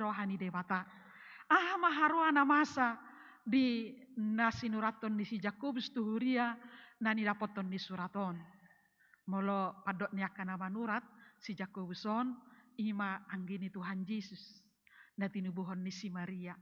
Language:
Batak Toba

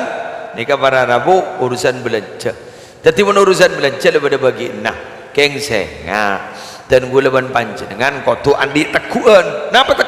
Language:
Madurese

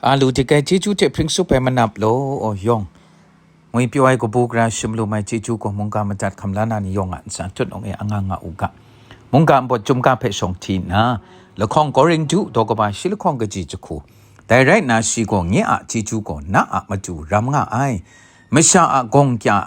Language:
Kachin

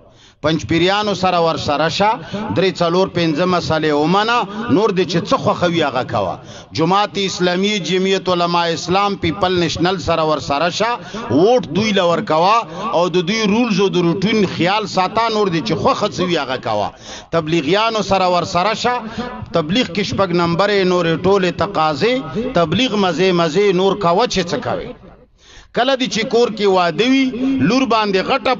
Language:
Pashto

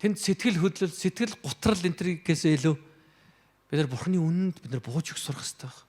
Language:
Mongolian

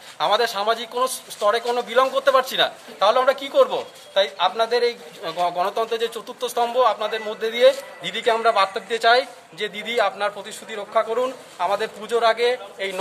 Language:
Bangla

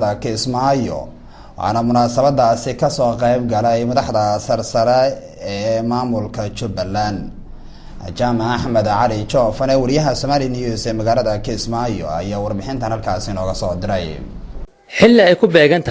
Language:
Somali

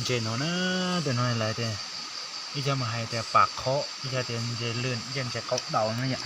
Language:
Hmong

